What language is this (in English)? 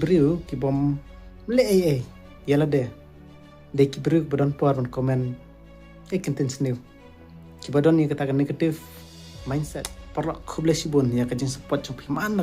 Khasi